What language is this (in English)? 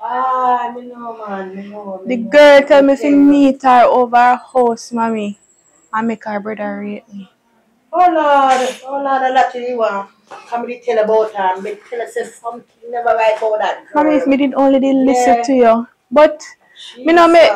Jamaican Creole English